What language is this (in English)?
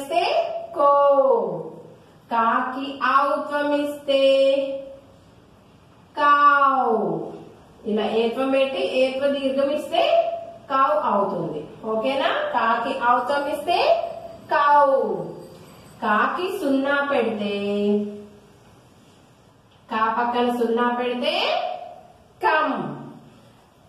Telugu